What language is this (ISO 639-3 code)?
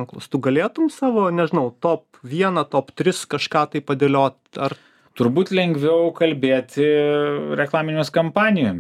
lit